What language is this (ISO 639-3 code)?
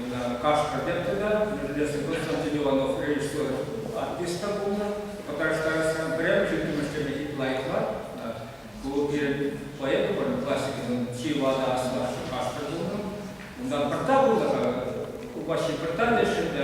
chv